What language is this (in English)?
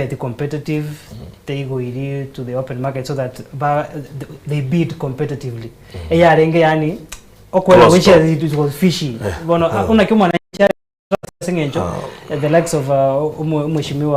Gusii